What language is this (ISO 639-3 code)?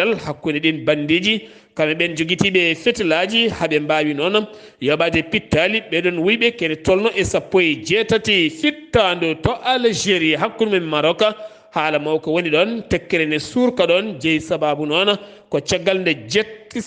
ful